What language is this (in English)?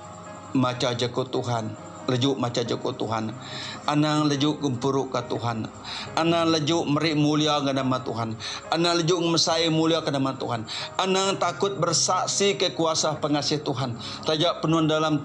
Iban